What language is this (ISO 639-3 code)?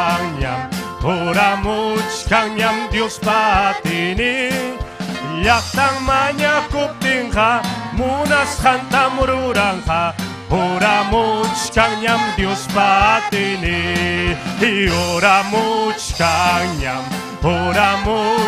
quy